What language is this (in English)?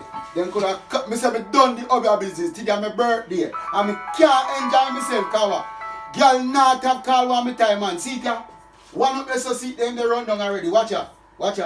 Jamaican Creole English